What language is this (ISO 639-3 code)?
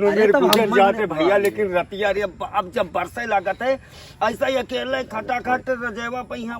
awa